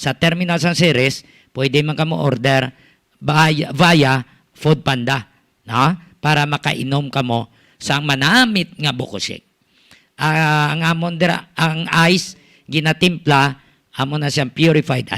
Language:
Hiligaynon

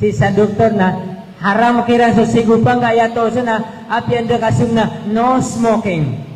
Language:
Maranao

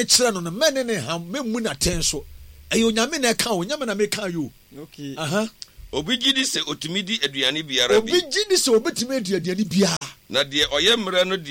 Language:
Akan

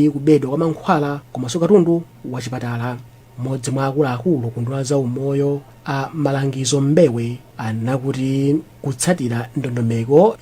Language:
Nyanja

